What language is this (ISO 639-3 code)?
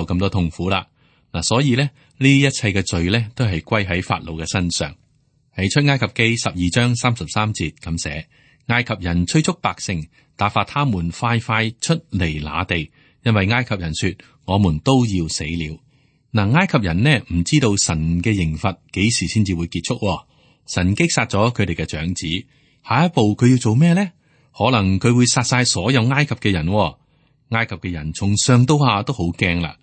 yue